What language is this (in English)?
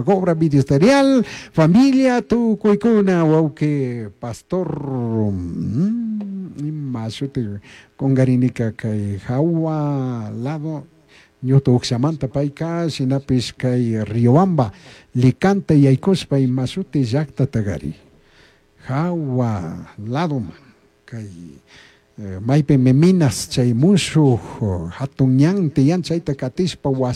Chimborazo Highland Quichua